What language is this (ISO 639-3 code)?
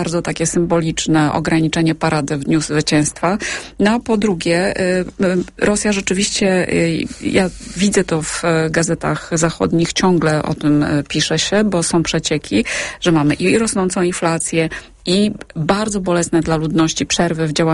pol